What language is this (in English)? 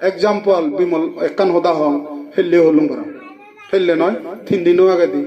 Chakma